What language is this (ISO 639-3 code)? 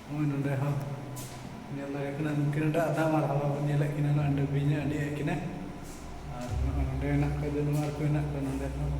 sat